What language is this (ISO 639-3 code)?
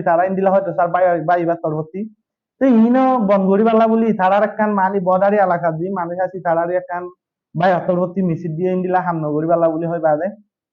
rhg